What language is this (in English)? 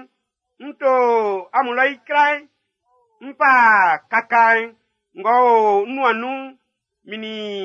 Baoulé